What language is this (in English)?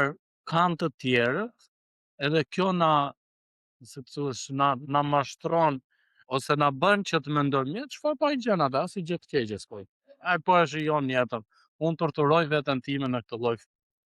Albanian